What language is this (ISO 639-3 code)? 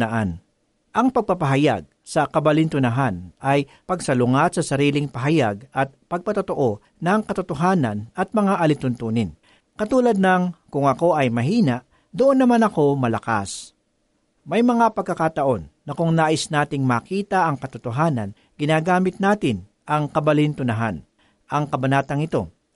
fil